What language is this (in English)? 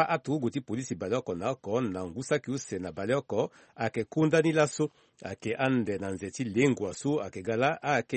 Sango